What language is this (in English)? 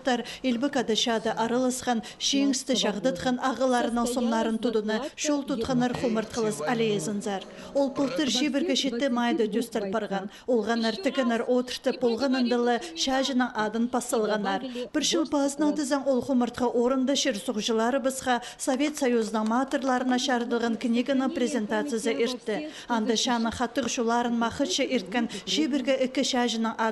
Khakas